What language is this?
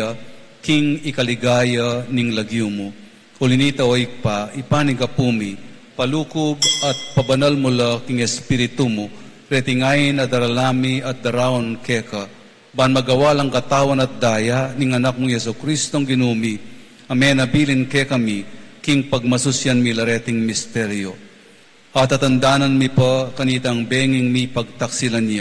Pampanga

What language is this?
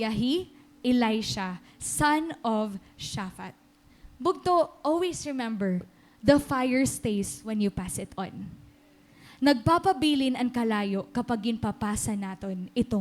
Waray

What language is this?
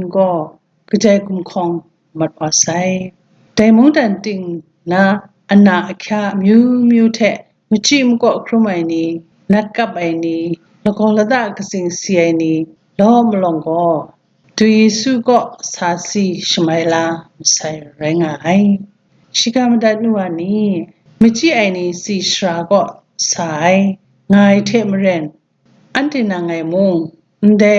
Kachin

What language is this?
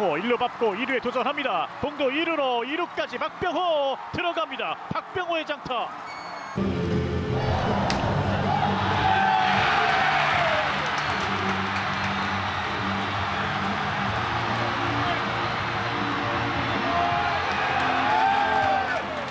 Korean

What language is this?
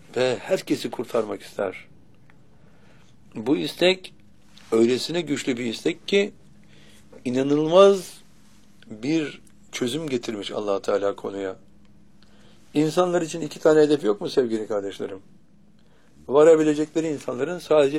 Turkish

